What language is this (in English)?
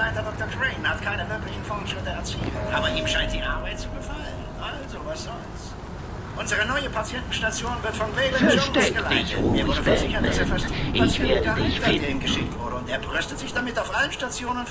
Bavarian